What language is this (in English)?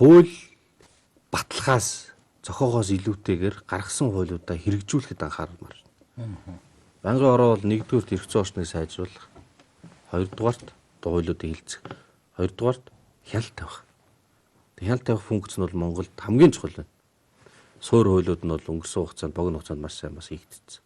Mongolian